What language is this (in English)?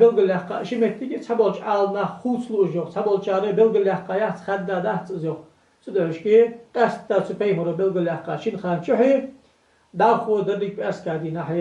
Ingush